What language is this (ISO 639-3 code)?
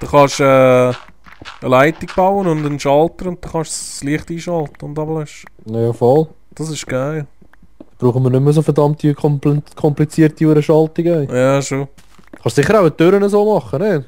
gsw